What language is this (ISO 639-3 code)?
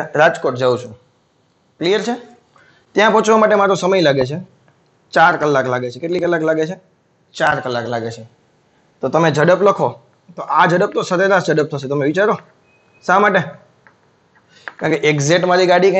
guj